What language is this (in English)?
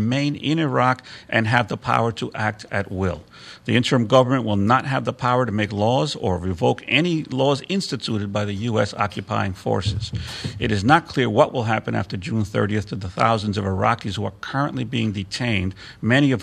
English